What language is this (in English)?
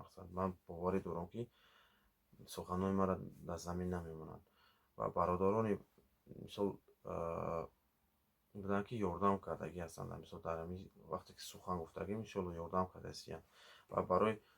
Tajik